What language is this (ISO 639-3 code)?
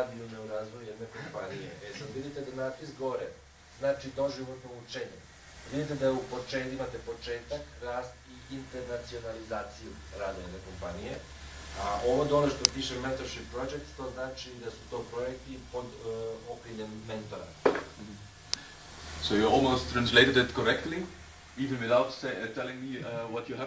srp